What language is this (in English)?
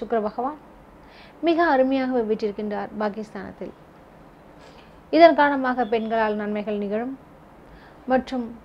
Tamil